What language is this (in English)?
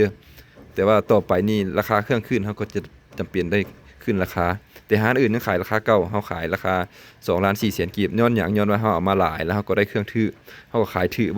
Lao